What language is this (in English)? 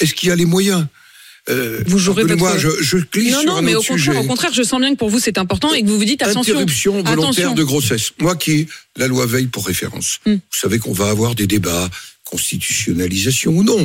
French